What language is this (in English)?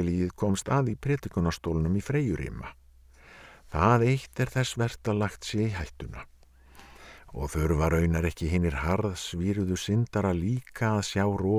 Icelandic